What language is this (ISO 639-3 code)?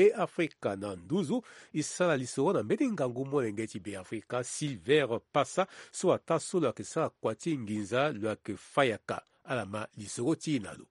sag